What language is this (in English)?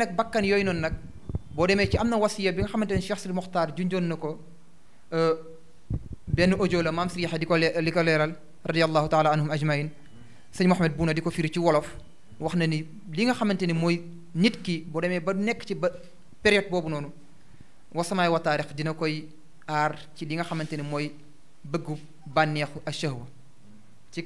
Wolof